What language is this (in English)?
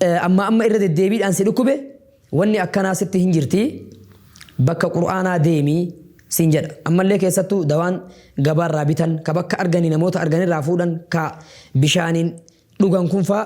Oromo